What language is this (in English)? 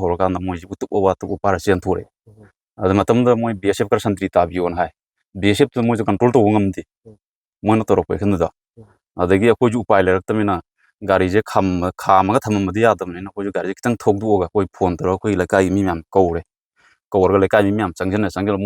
Manipuri